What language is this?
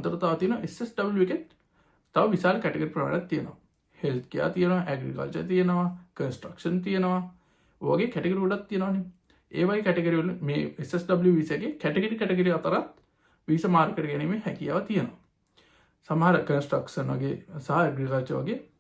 Sinhala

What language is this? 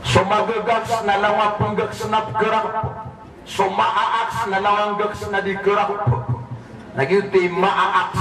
Maranao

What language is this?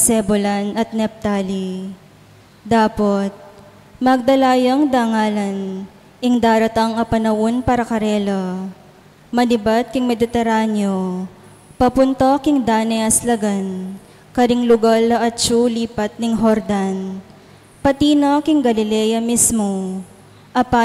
Pampanga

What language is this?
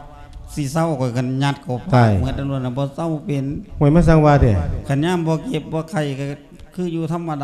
Lao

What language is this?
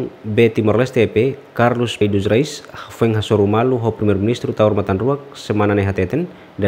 Tetum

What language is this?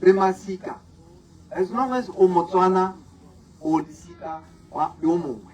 Tswana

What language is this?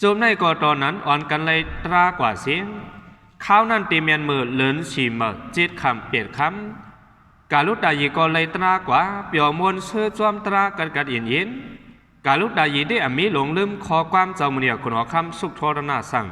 Shan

